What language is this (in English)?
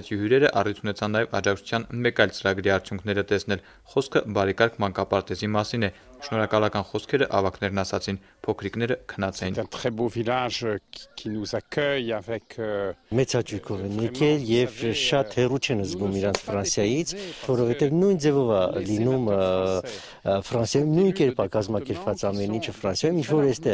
Armenian